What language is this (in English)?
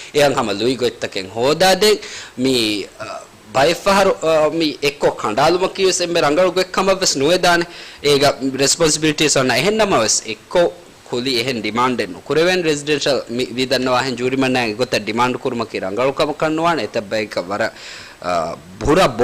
Divehi